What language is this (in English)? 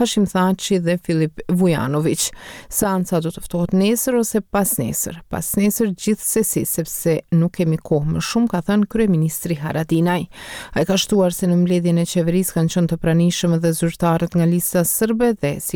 Albanian